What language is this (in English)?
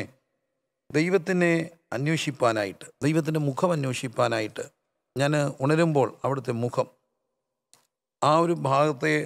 Malayalam